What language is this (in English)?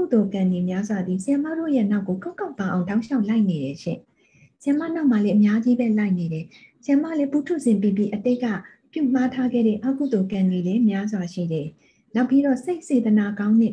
Burmese